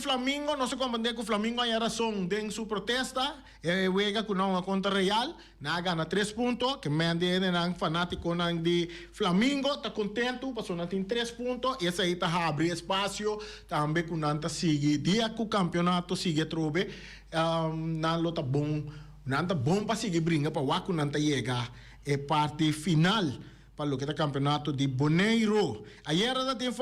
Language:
Papiamento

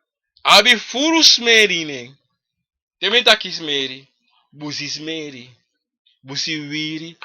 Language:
Sranan Tongo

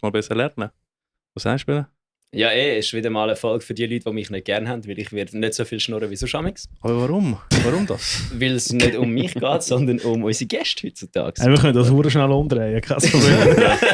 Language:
Swiss German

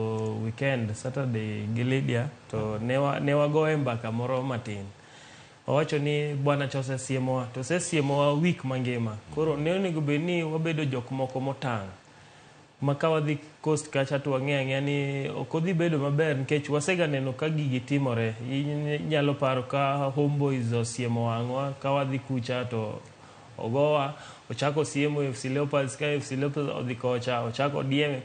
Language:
Luo (Kenya and Tanzania)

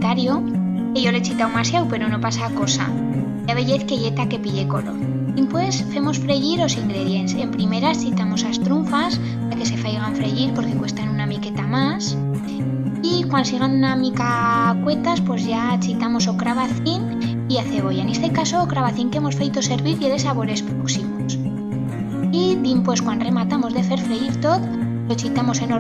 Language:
Aragonese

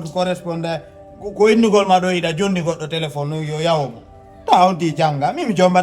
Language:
Fula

